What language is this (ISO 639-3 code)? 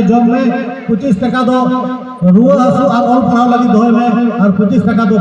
sat